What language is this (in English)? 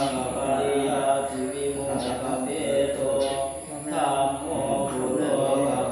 Pali